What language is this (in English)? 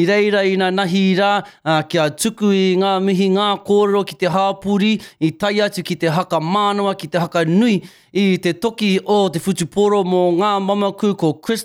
Māori